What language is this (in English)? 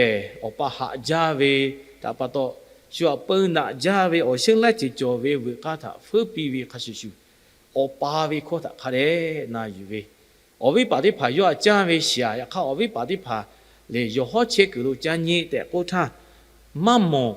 Lahu